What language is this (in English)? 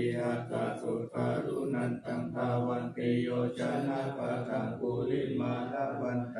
Pali